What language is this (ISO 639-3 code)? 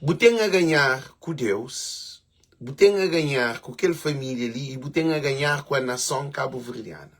kea